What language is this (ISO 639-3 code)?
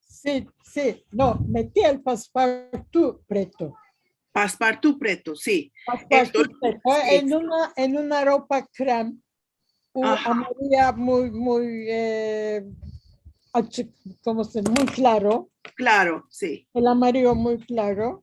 lad